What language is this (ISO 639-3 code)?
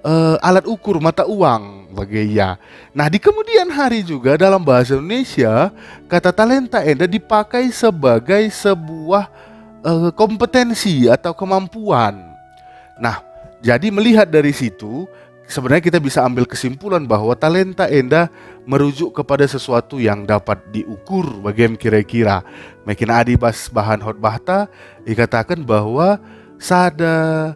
btx